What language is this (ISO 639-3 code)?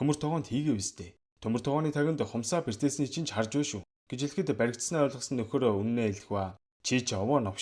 mon